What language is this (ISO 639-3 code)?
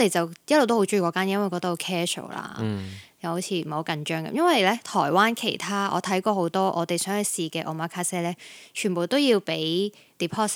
yue